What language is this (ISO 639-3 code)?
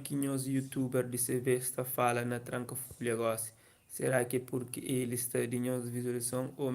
kea